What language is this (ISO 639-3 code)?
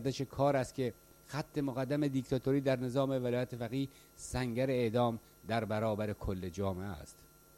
fas